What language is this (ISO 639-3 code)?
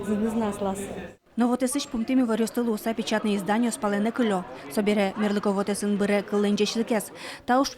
udm